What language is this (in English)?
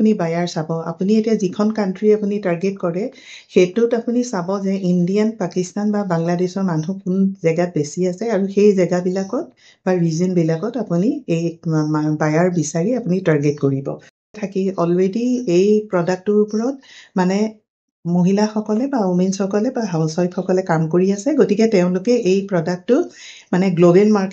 Assamese